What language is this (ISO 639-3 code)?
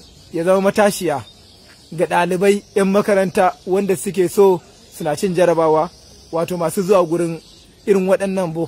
hau